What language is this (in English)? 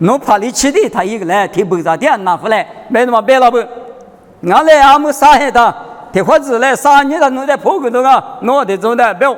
Lisu